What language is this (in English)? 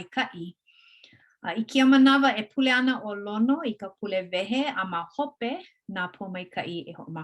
Hawaiian